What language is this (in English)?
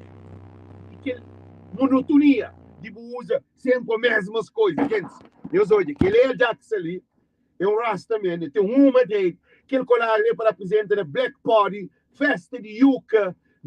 Kabuverdianu